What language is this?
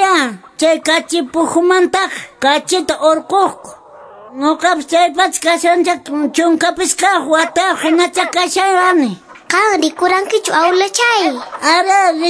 Quechua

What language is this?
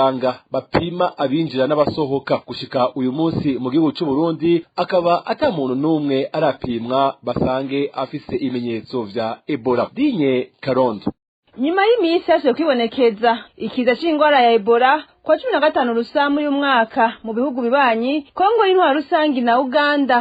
Rundi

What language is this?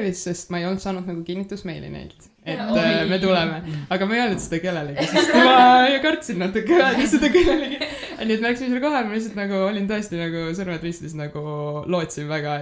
Estonian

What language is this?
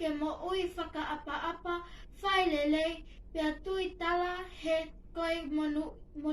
Tongan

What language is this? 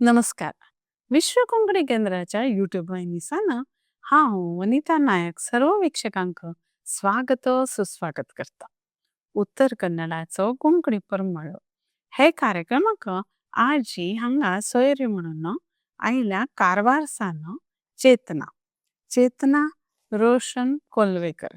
Konkani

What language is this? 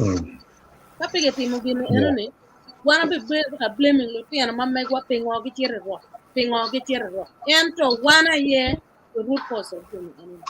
Acoli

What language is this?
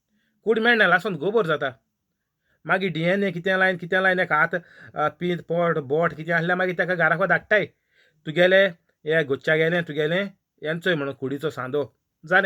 Konkani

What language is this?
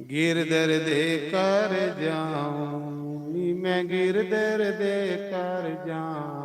Dogri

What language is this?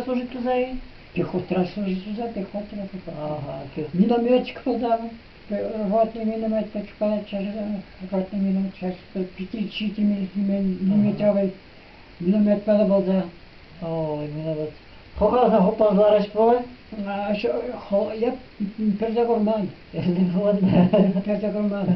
Chuvash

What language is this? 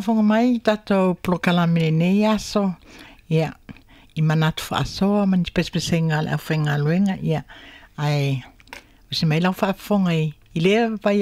Samoan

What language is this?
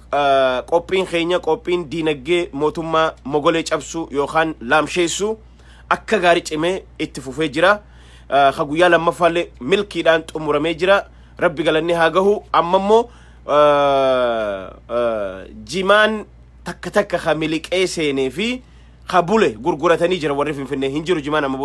Oromo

